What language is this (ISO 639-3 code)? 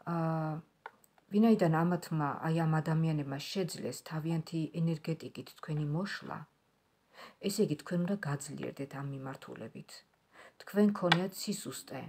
kat